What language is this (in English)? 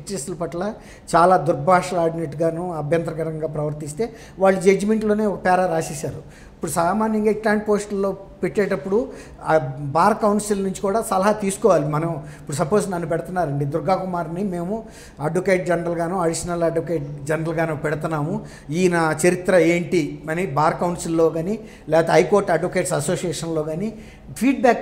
Telugu